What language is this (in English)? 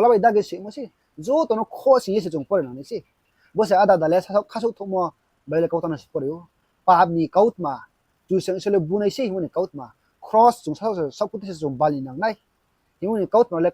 Riang (India)